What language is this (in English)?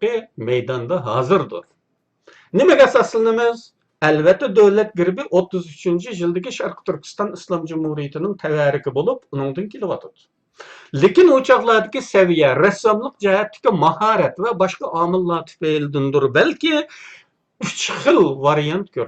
Uyghur